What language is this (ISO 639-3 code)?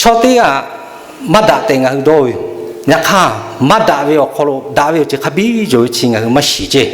lhu